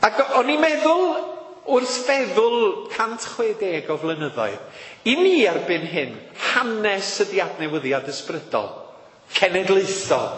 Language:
Welsh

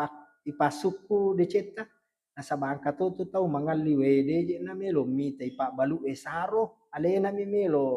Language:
Buginese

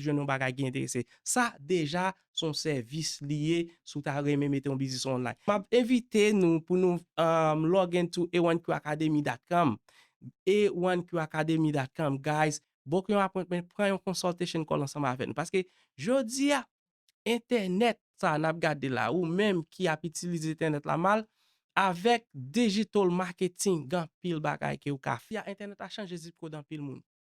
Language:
Haitian Creole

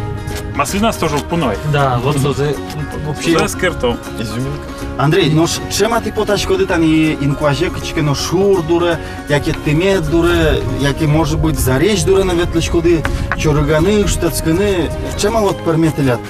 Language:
Udmurt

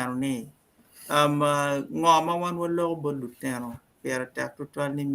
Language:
Acoli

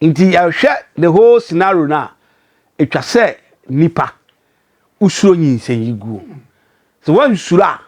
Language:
Akan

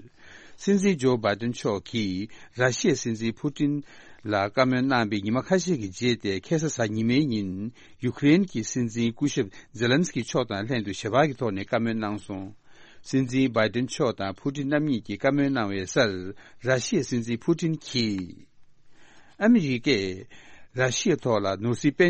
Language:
Tibetan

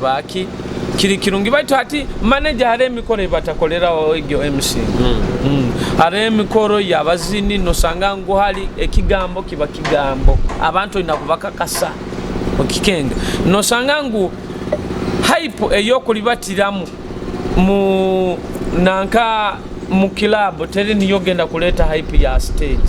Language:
Nyoro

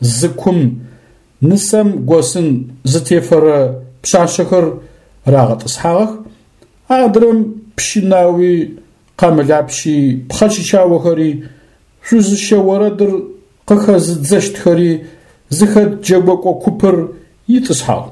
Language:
Adyghe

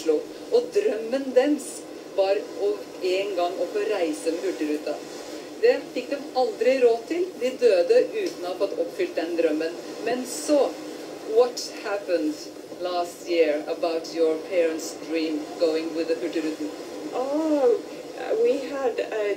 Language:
Norwegian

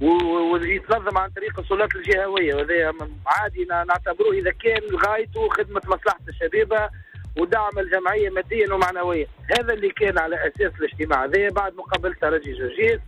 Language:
Tunisian Arabic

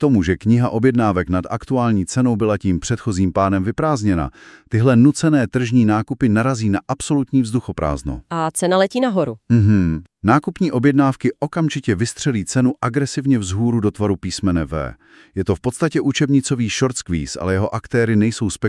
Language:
Czech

